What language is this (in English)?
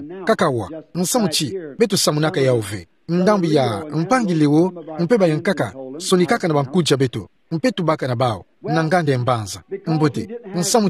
Kituba (Democratic Republic of Congo)